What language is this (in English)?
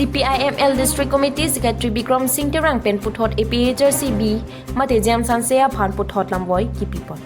Karbi